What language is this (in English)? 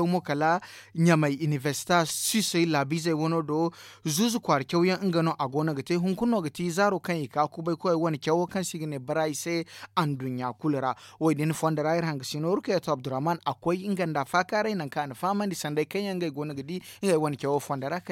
Zarma